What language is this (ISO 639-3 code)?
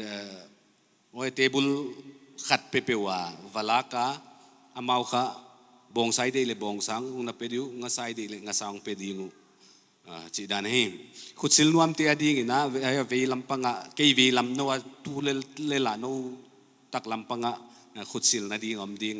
pck